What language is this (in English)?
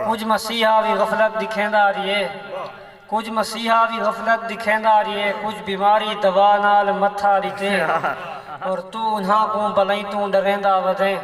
Saraiki